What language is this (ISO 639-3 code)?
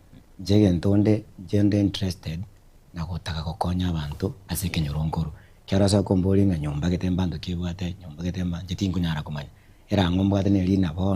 guz